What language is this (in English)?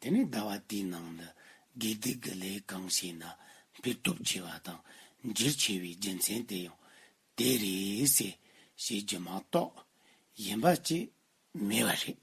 Tibetan